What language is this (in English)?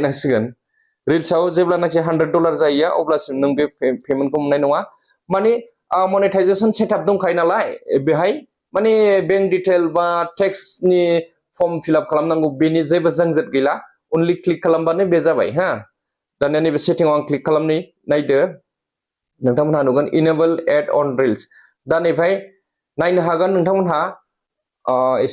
Bodo